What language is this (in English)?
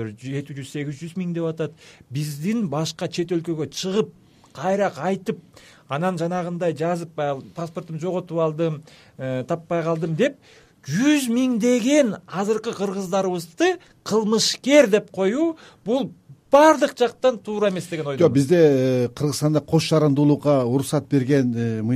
Kyrgyz